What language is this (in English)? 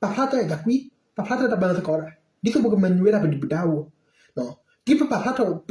S'gaw Karen